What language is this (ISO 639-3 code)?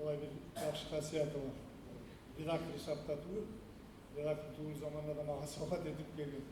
kum